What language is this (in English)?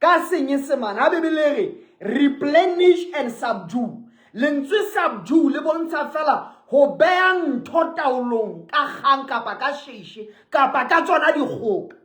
Southern Sotho